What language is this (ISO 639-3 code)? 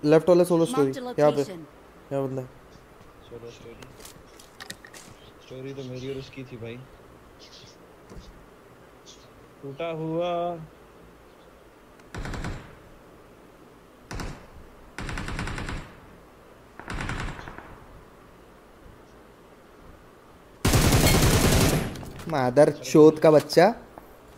hin